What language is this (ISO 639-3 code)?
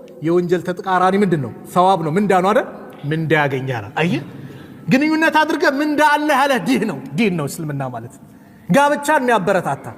amh